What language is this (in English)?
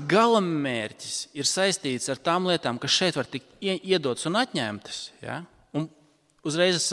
Latvian